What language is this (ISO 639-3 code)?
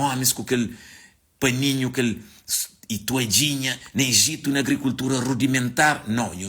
kea